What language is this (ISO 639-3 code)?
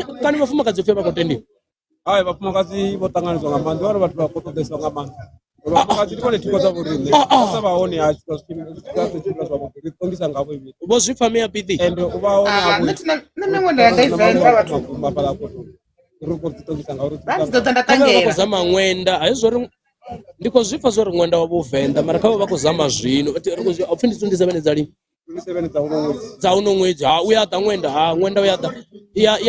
ven